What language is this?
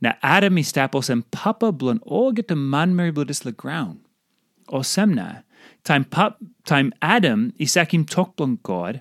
Tok Pisin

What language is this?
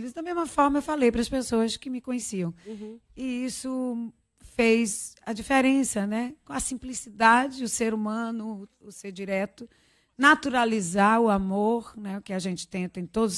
Portuguese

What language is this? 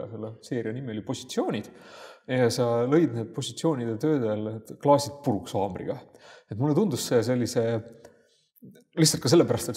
Estonian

